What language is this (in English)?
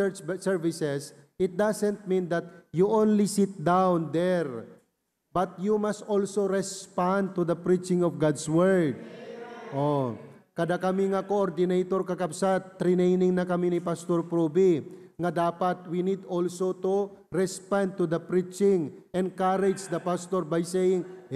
Iloko